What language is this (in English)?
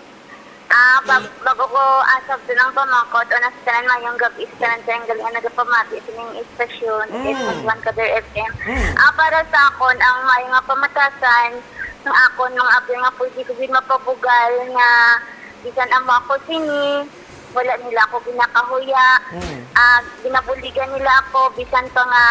Hiligaynon